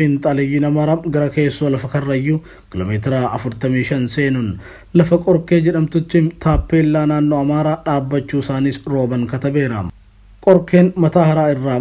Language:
Oromo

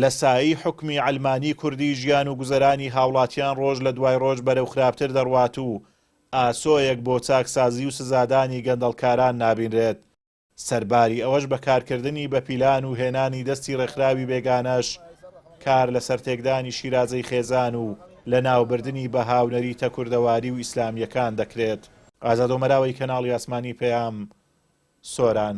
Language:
Central Kurdish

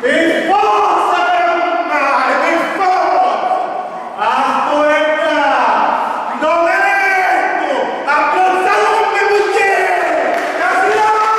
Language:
Sicilian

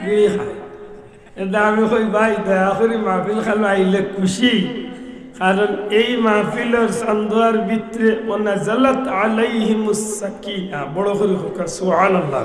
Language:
Sylheti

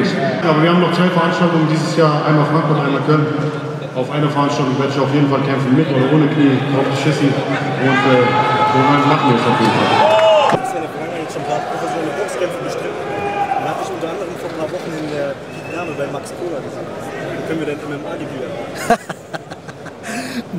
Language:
German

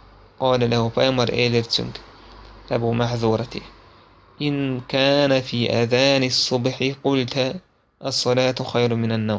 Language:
Chechen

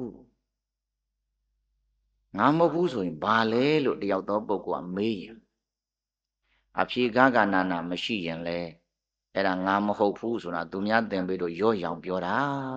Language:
Burmese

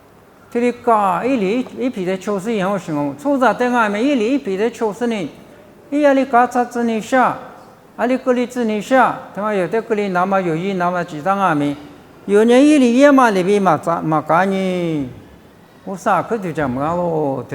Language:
Lisu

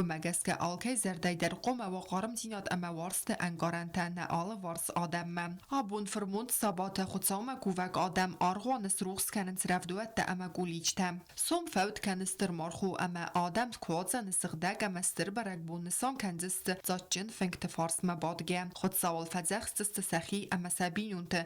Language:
Ossetic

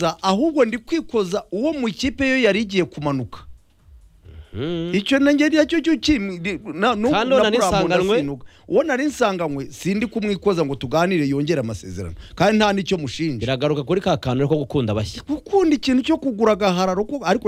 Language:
Kinyarwanda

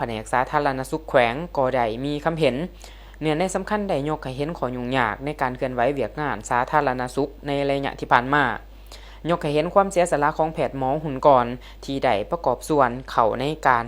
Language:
Lao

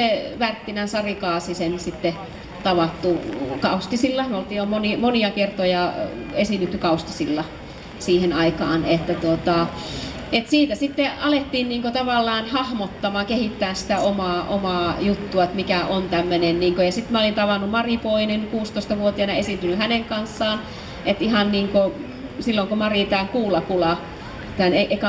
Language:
Finnish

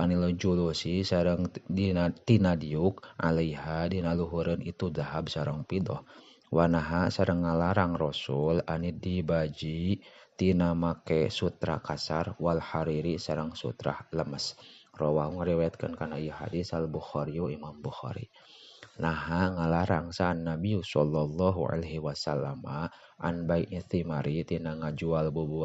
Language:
Sundanese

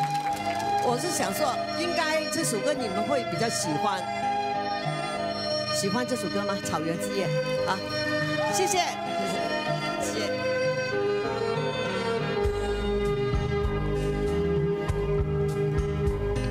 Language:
Chinese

